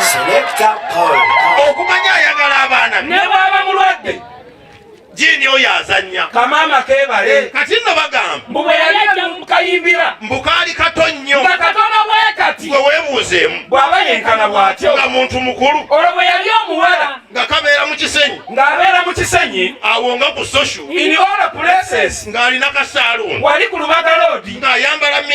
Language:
Ganda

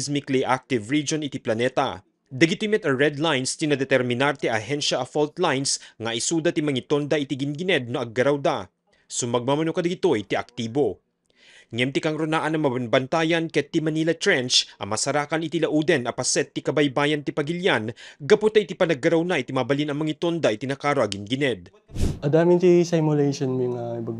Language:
Iloko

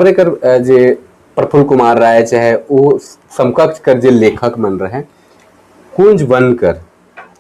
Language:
Sadri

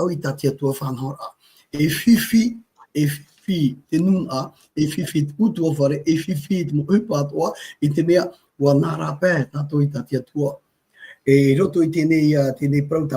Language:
Tahitian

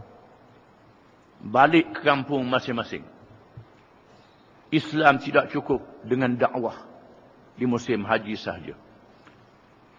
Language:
Malay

